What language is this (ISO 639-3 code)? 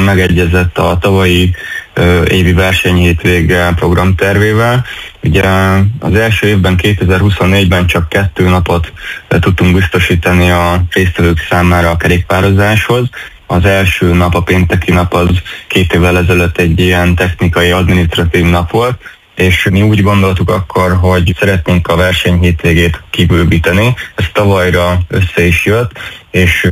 hun